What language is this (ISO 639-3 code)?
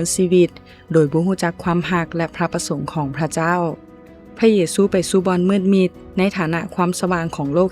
lao